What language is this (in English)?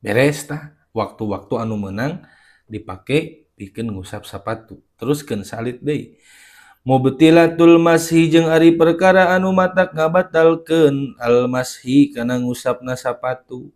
Sundanese